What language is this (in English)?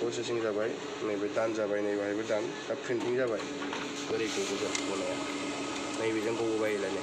Bodo